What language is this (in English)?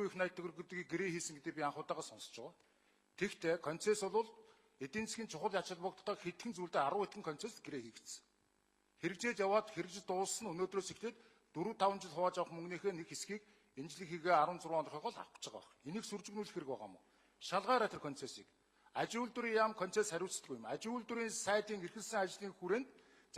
Mongolian